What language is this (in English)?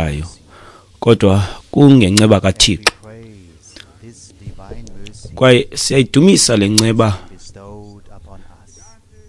Xhosa